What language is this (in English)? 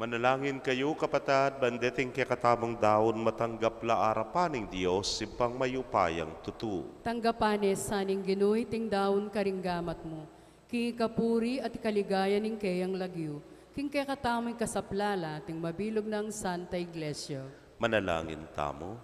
Pampanga